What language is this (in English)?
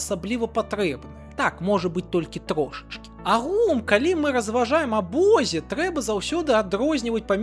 Belarusian